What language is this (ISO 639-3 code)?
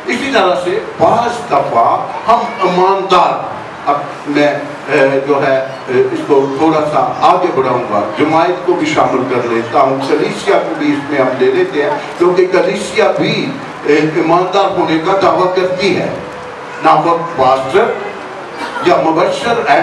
urd